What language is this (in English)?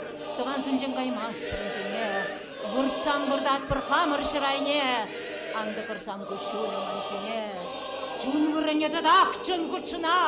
Chuvash